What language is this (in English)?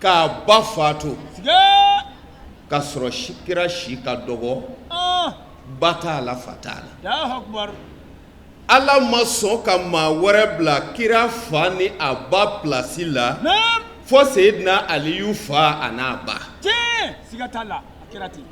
Bambara